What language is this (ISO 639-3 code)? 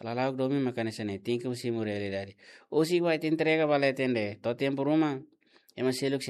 tet